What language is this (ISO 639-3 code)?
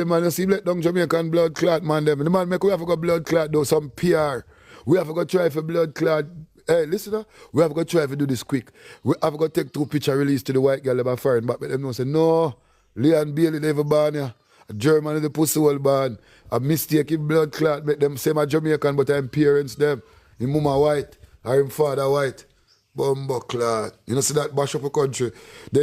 jam